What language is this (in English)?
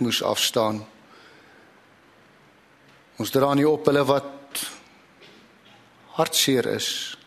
Afrikaans